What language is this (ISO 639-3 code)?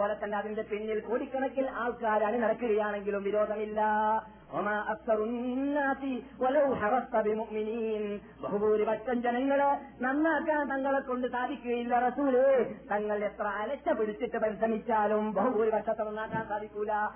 mal